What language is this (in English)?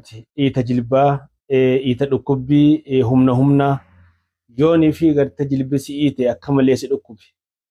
Oromo